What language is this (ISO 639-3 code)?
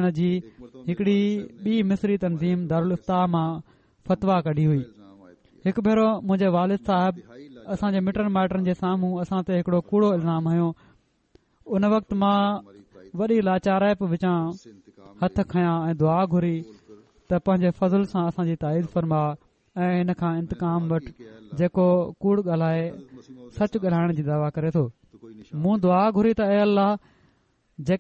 snd